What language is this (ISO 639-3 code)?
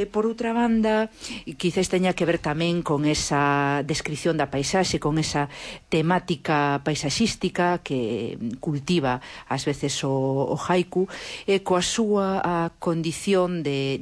glg